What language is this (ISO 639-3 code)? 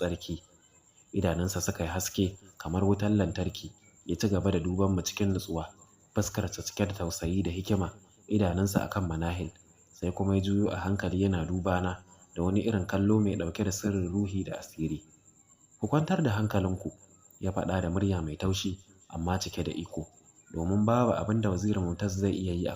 hau